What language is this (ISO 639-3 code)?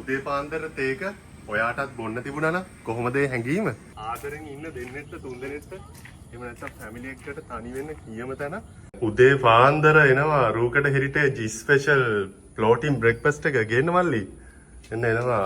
sin